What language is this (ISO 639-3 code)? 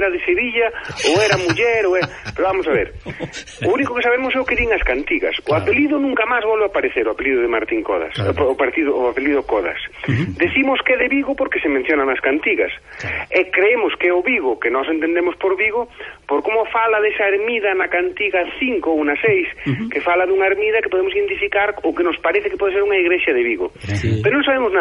glg